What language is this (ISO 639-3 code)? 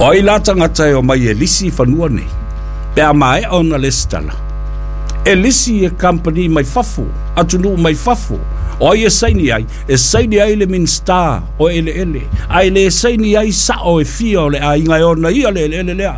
smo